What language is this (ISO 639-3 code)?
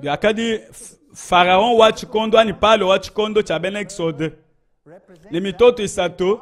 lua